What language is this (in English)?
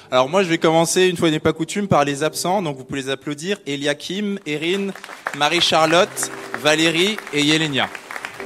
French